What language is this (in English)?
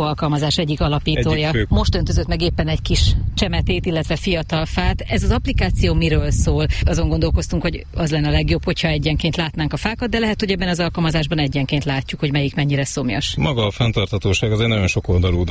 Hungarian